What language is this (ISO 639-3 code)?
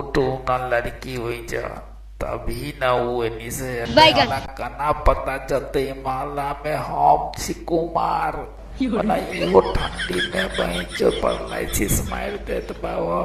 mai